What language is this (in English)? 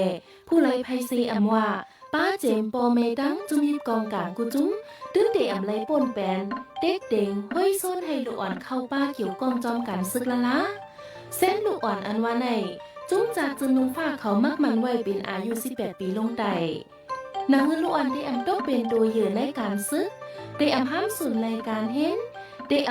Shan